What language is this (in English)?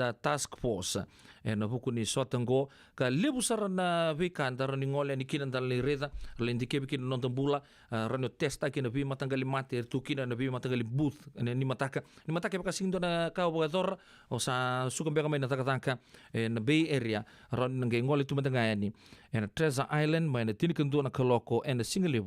Fijian